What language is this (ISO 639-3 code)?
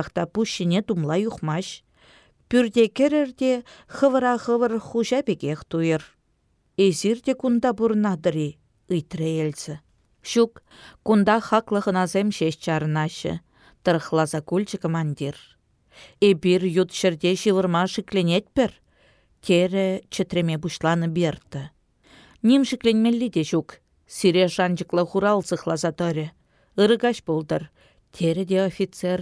chv